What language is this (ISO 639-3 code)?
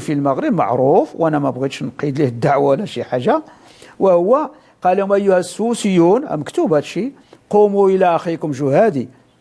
ary